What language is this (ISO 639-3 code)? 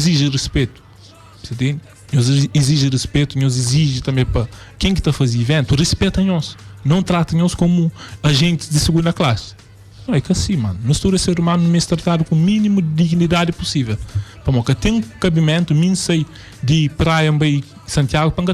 kea